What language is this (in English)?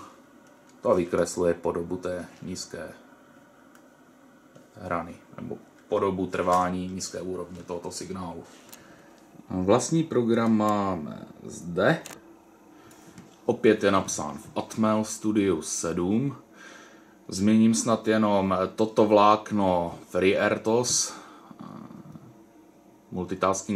Czech